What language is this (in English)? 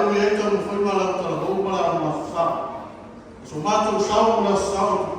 Samoan